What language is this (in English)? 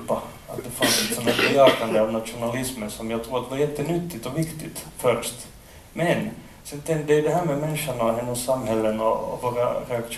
Swedish